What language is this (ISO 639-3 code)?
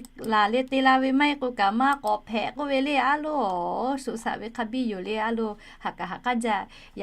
lhu